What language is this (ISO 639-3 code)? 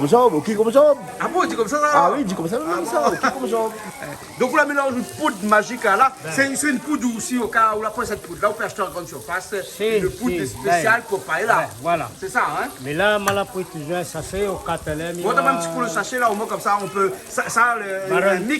rcf